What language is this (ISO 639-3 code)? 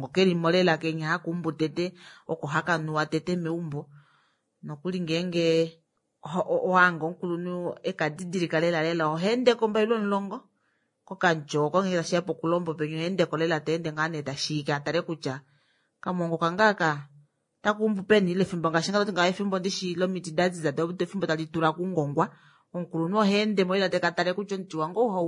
kua